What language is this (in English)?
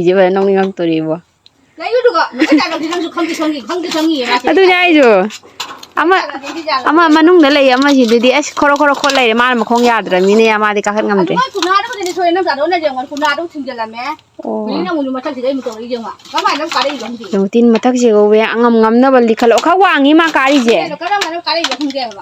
Manipuri